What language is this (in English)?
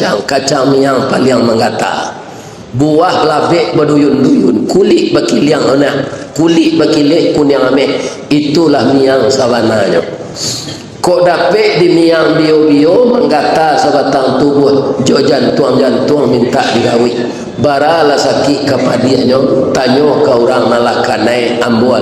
Minangkabau